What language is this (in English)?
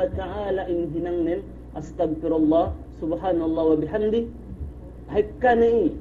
Yakan